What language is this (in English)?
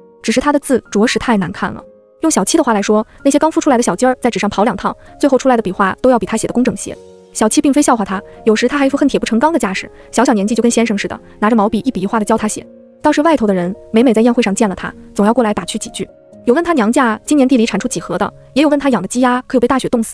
Chinese